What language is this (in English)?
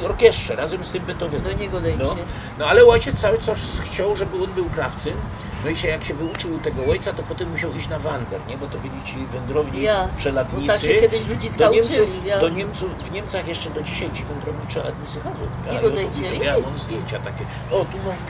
Silesian